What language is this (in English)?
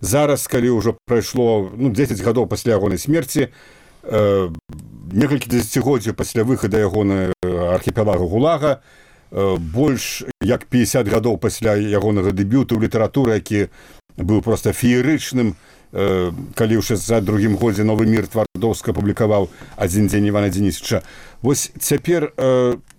Belarusian